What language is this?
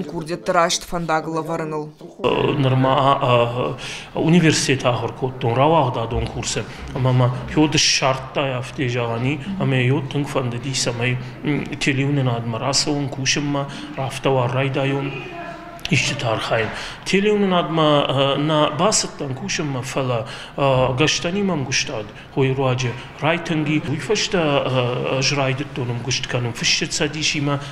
Ossetic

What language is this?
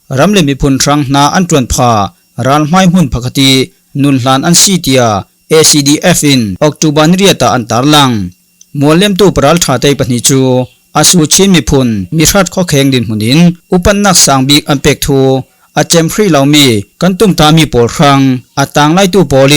Falam Chin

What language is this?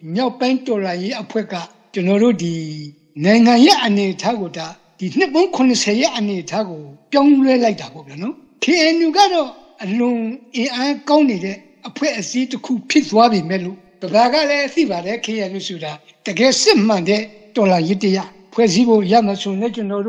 Burmese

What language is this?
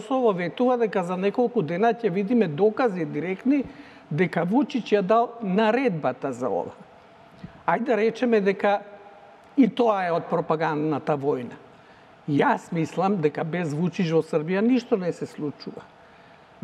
Macedonian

